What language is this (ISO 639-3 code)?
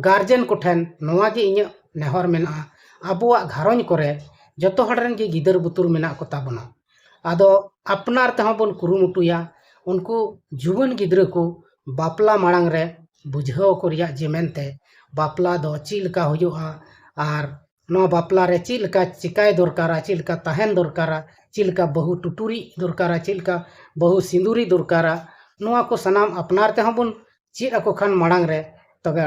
sat